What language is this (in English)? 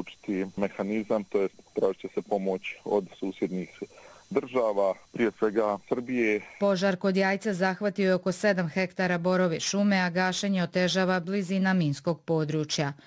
Bosnian